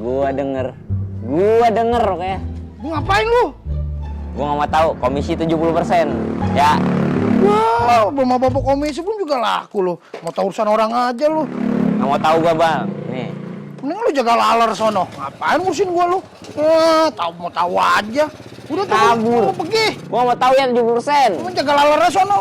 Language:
Betawi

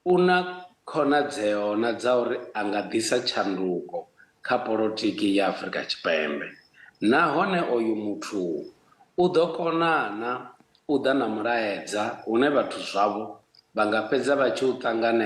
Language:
Venda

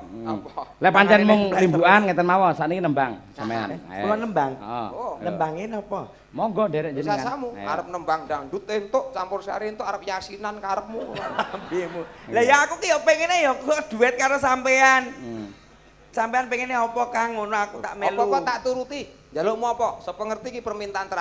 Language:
Javanese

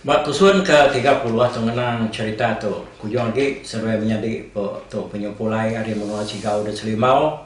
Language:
Iban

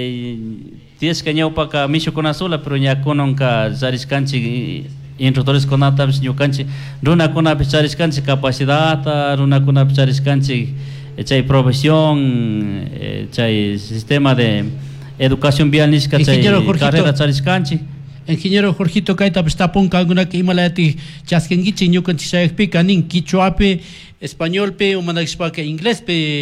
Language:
Chimborazo Highland Quichua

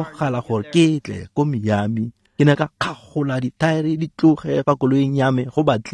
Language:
Tswana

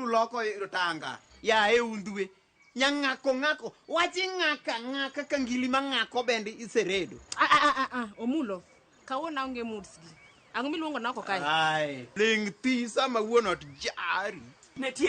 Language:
Luo (Kenya and Tanzania)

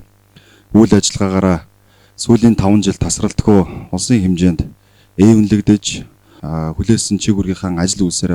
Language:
Mongolian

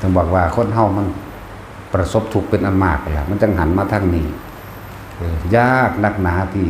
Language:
Northeastern Thai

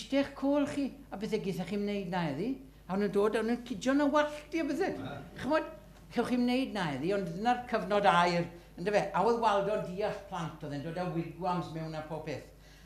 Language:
Welsh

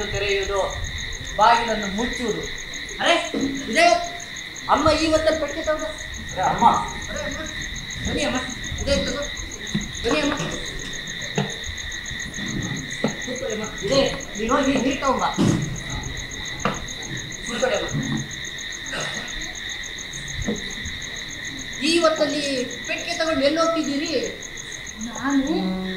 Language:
Kannada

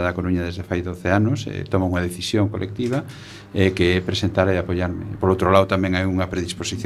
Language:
Galician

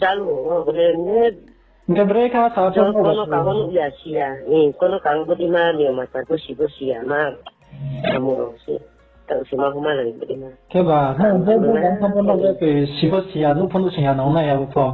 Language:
Riang (India)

